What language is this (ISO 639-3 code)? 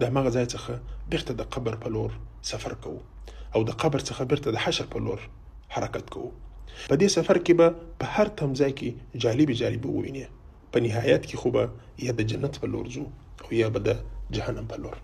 pus